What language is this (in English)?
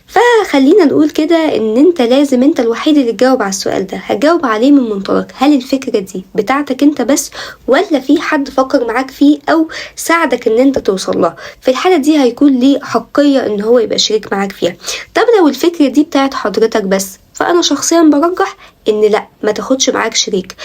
Egyptian Arabic